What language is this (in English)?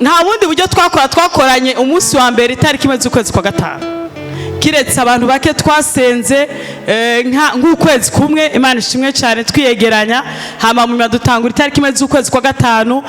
Rundi